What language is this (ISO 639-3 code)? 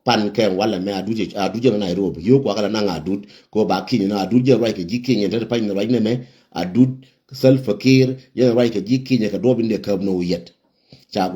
nus